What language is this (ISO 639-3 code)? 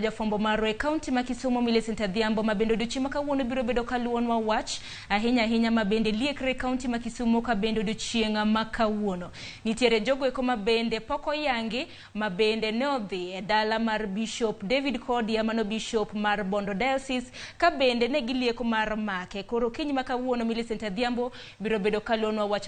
luo